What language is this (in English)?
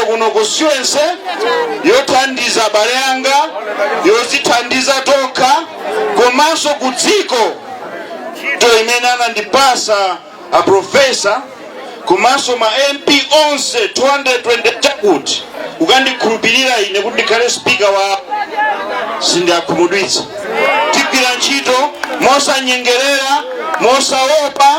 Nyanja